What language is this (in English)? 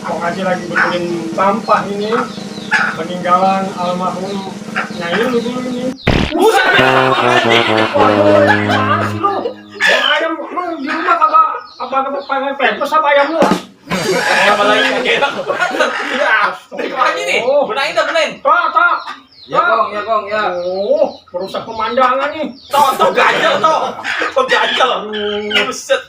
Betawi